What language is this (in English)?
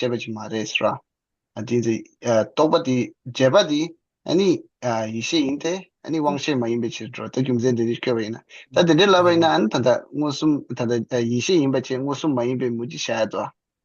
Tibetan